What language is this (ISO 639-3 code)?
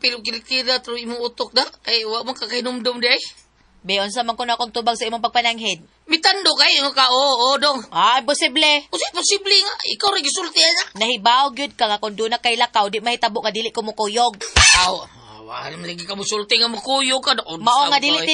ceb